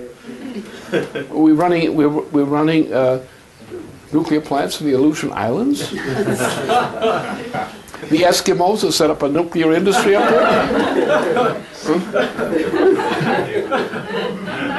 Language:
English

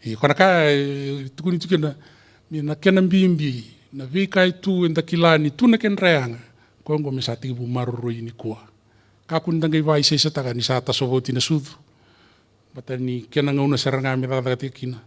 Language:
Fijian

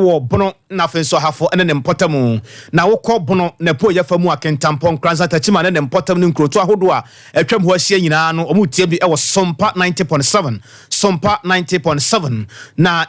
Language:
Akan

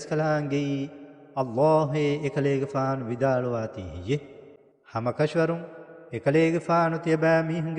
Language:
Divehi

